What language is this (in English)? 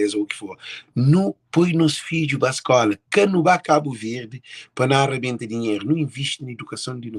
Kabuverdianu